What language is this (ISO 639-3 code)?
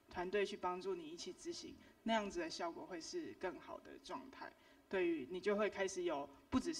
zho